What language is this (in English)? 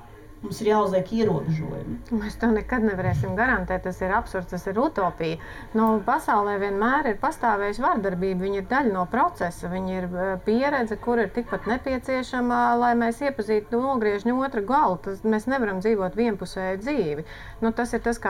Latvian